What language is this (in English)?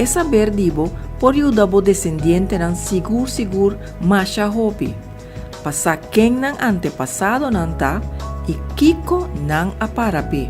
Papiamento